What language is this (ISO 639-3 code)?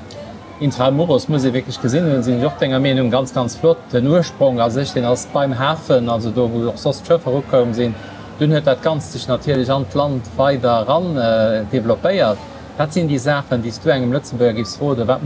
ltz